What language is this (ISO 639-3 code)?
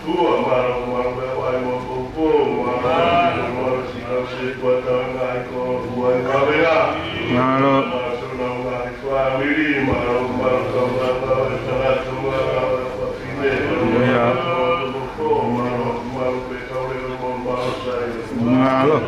ton